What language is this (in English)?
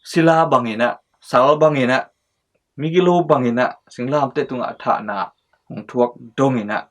Tedim Chin